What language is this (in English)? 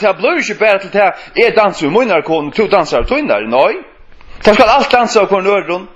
Faroese